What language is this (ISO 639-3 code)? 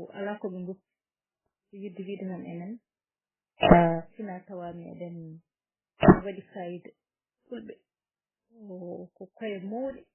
ful